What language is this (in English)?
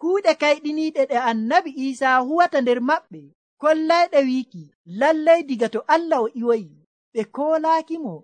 Nigerian Fulfulde